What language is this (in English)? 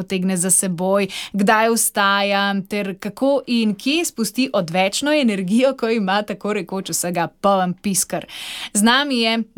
Slovenian